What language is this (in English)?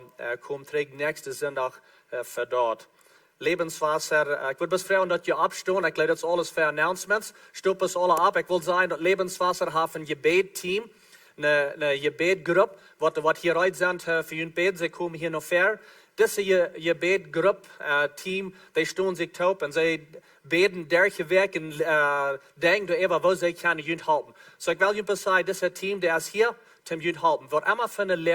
Plautdietsch